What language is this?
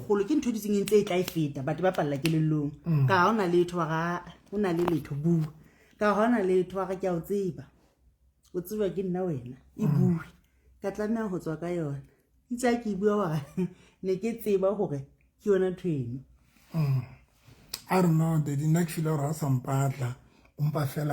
Southern Sotho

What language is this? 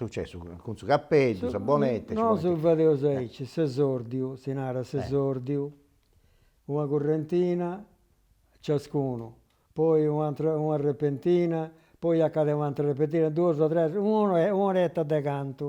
Sardinian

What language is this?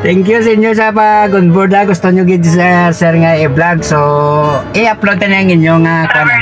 Hiligaynon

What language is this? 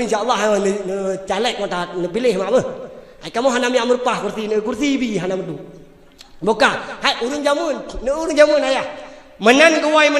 Achinese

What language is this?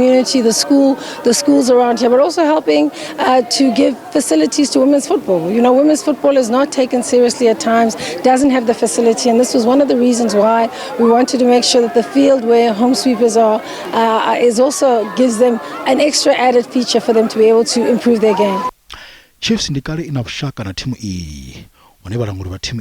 Venda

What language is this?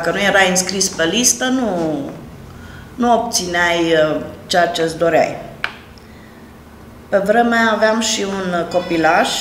Romanian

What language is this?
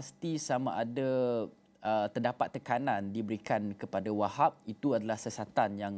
Malay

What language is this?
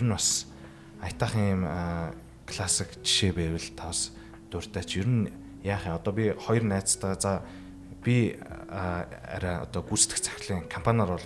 Mongolian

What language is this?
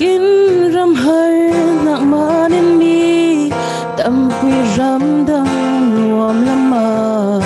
Falam Chin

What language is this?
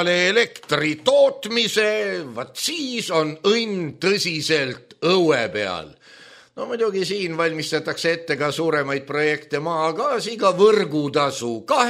Estonian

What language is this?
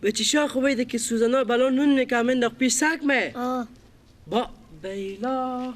Persian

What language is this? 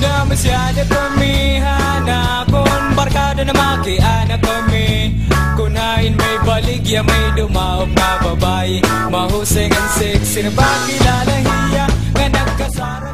Waray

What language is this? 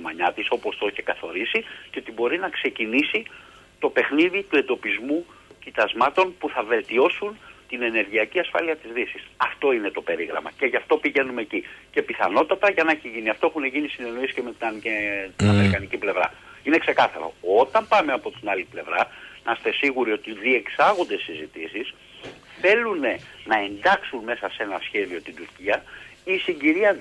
Greek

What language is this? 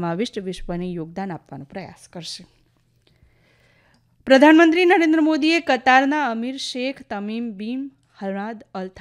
Gujarati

